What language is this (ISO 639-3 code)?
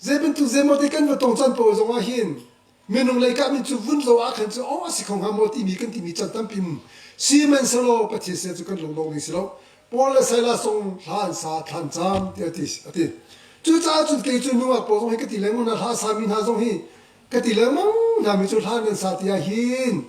cnh